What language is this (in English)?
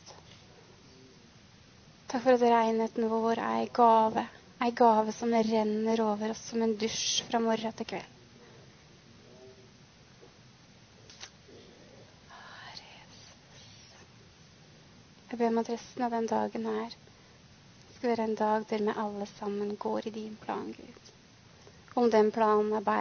Norwegian